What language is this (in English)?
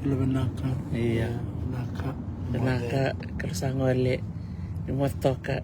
Fijian